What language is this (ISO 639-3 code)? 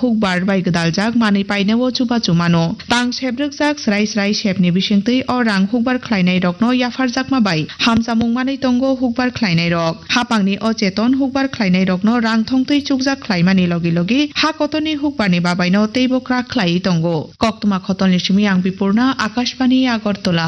trp